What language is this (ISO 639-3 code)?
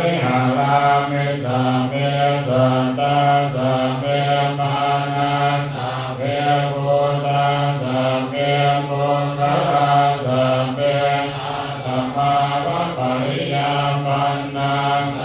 pli